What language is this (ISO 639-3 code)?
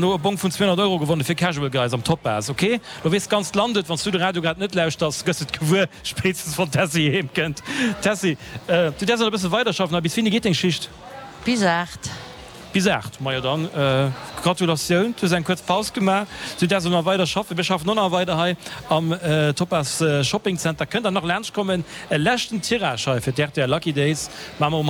ltz